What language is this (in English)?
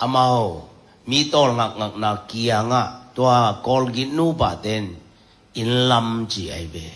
Tedim Chin